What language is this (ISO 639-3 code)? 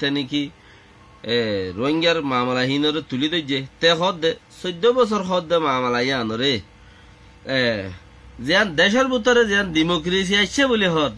rhg